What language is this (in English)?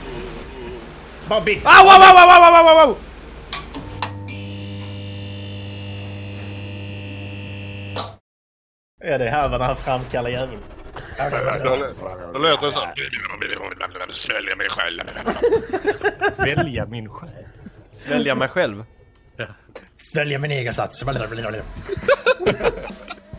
Swedish